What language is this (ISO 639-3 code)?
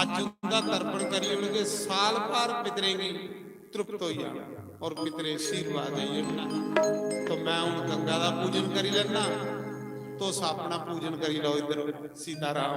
doi